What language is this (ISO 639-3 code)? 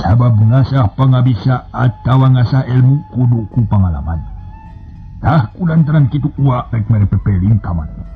sun